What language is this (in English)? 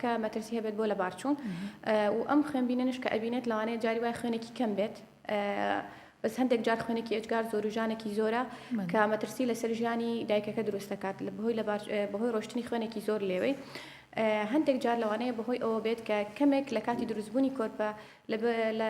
Central Kurdish